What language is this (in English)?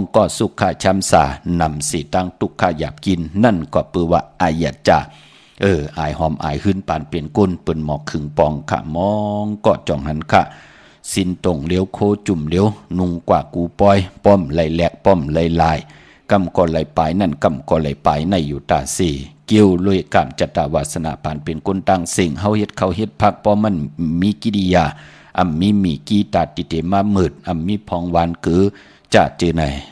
Shan